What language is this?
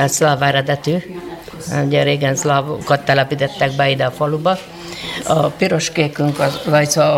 Hungarian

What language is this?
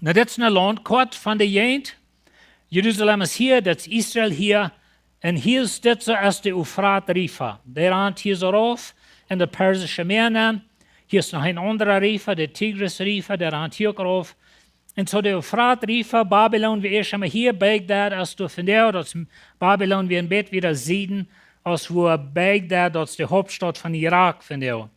Plautdietsch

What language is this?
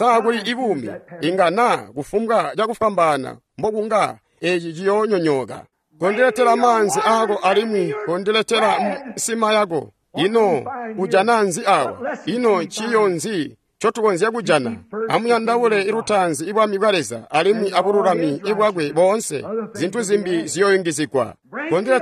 Tonga (Zambia)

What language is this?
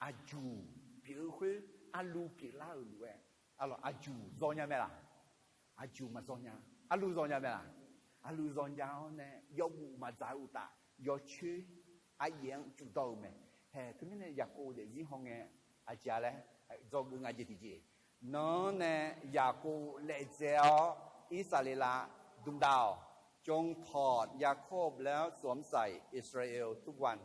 Akha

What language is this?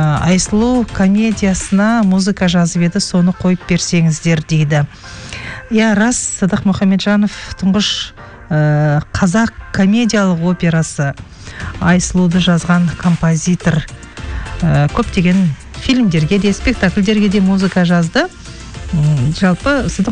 Kazakh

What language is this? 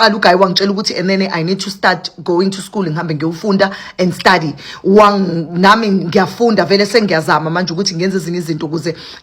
Zulu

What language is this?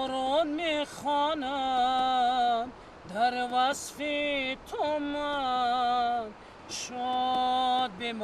Tajik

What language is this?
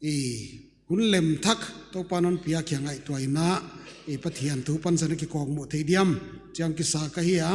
Paite Chin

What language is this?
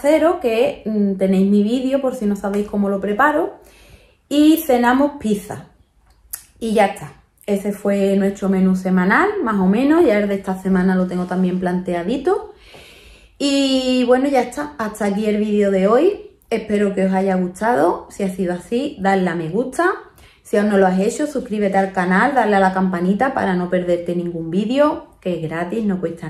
Spanish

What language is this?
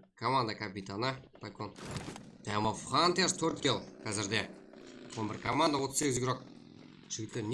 Kara-Kalpak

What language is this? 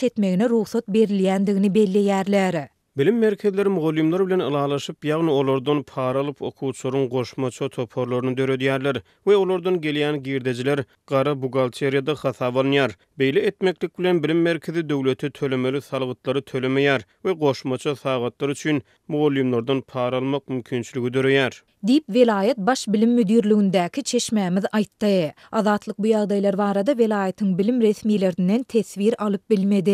Turkmen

